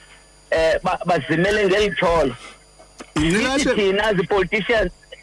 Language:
Xhosa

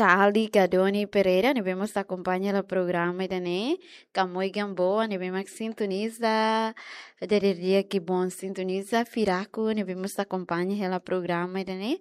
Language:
Tetum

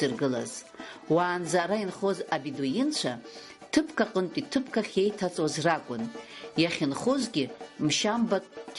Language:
Abkhazian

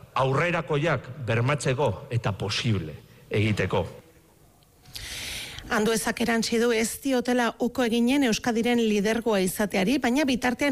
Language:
Basque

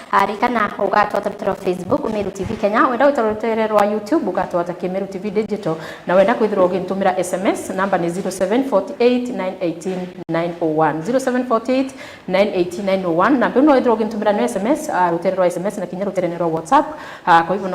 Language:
Meru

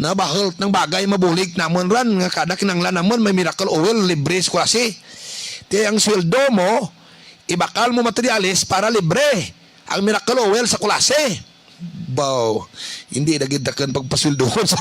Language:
Hiligaynon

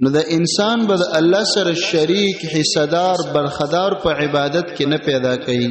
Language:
Pashto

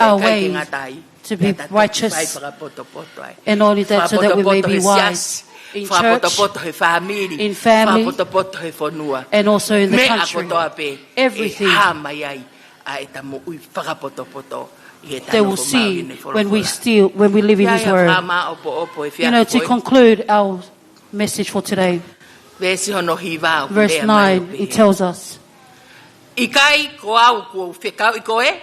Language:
Tongan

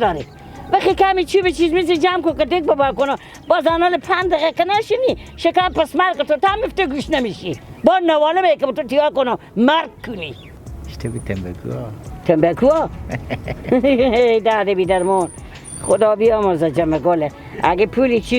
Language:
Persian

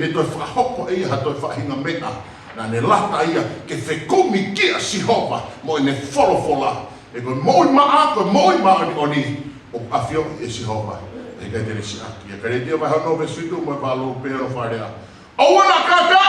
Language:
Tongan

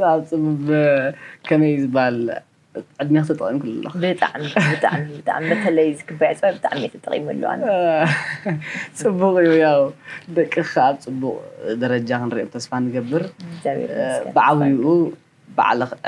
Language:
Tigrinya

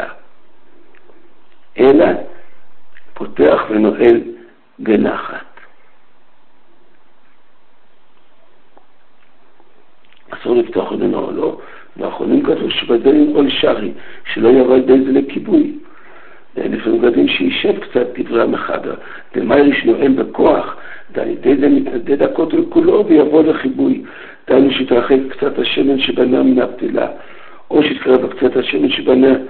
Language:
Hebrew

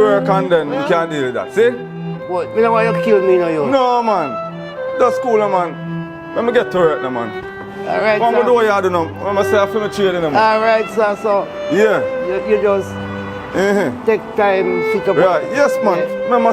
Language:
Jamaican Creole English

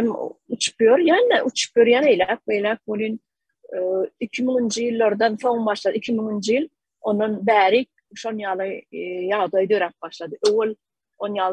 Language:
Turkmen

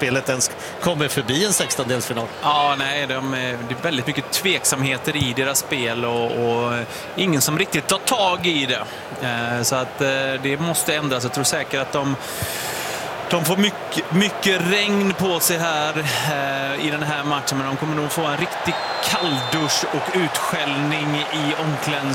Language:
Swedish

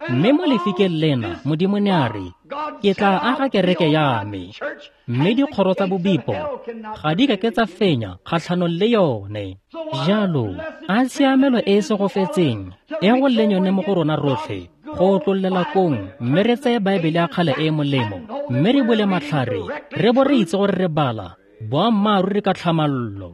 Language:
Tswana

